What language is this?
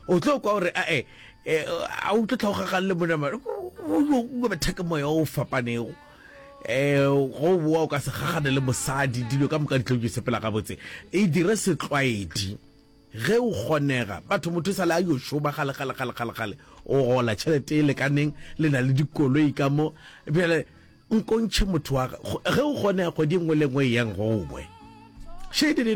Northern Sotho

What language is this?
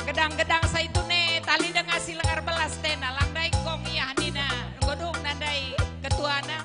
Batak Karo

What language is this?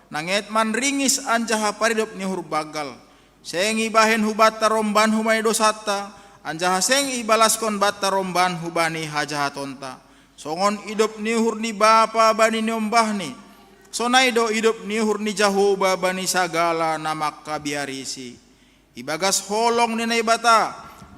Batak Simalungun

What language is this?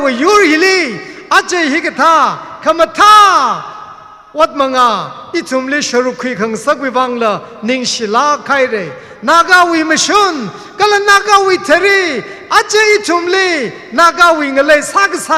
Tangkhul Naga (India)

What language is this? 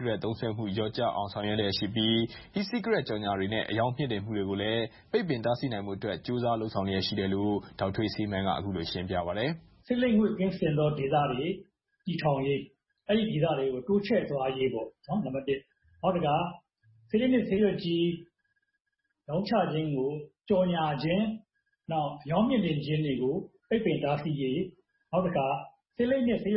Burmese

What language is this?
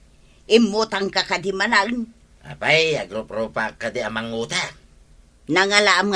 Iloko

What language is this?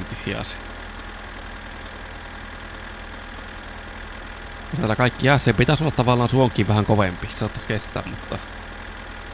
Finnish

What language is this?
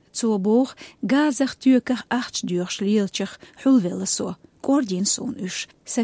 Chechen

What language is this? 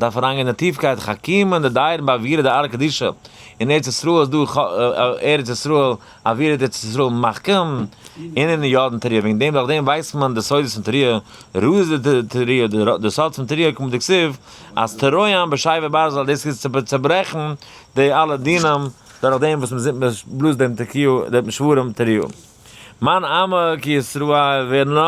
Yiddish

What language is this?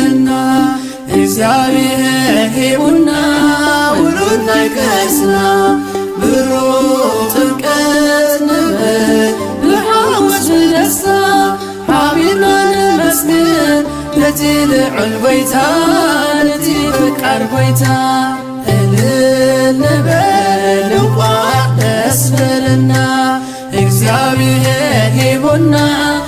Tigrinya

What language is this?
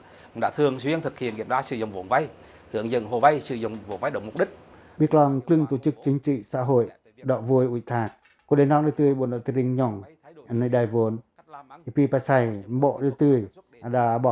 Pacoh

